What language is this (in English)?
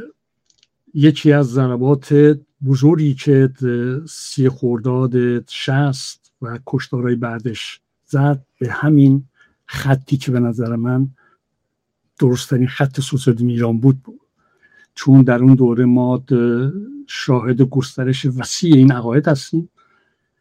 Persian